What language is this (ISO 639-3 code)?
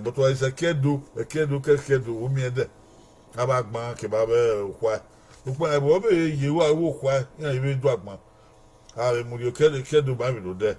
bin